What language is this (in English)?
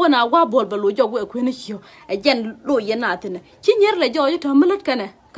Nuer